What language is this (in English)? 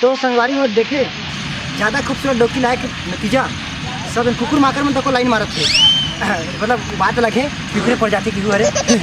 Chhattisgarhi